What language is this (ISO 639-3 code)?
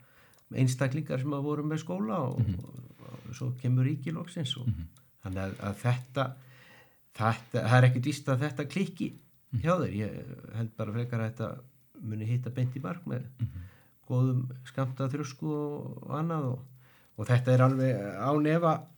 isl